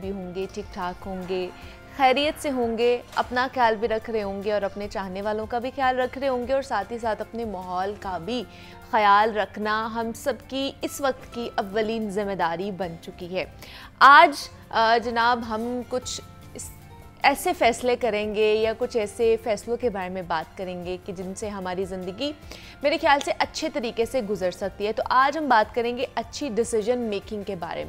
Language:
Urdu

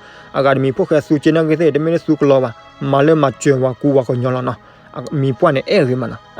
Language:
S'gaw Karen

